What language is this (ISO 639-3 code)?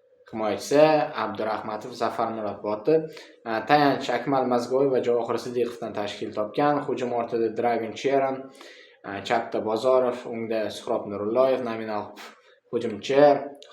uzb